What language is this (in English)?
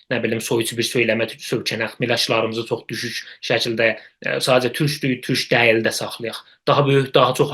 South Azerbaijani